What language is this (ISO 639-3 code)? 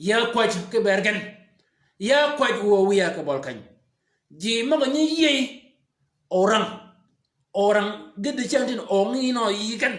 shk